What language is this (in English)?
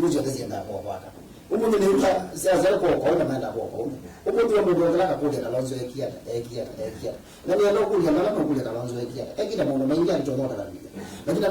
Kamba